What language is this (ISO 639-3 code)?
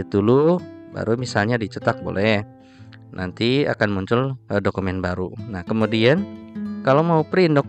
ind